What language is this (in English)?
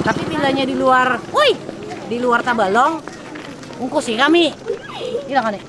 Banjar